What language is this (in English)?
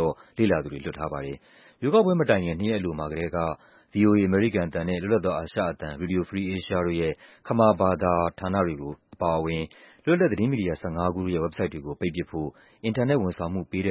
Burmese